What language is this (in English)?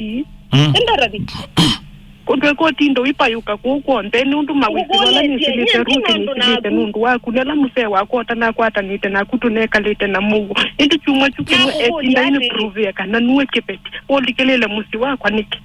Kamba